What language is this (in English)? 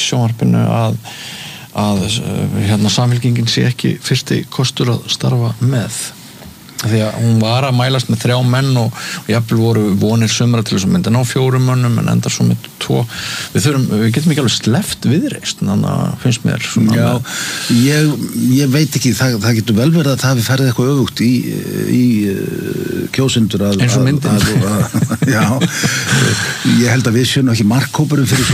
Icelandic